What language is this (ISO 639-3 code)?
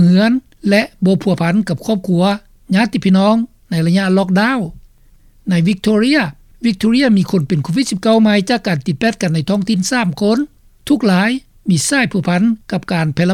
lao